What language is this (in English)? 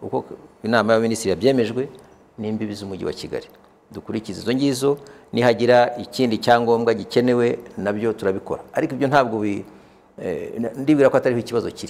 Kinyarwanda